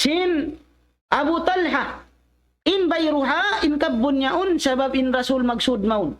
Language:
Tausug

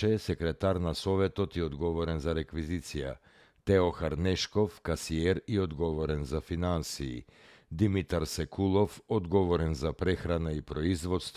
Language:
Macedonian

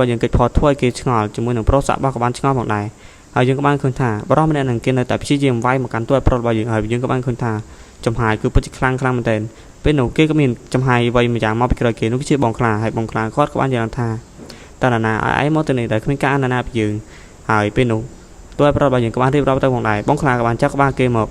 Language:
Khmer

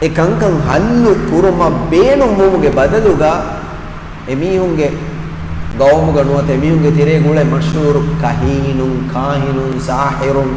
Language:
Divehi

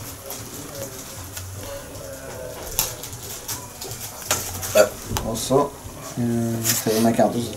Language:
Norwegian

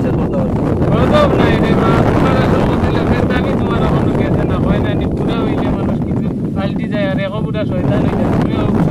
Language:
Sylheti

